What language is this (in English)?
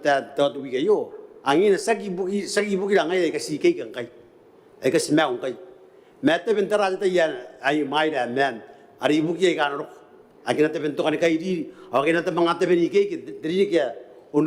Gilbertese